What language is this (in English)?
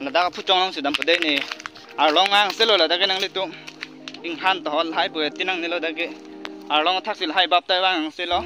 Karbi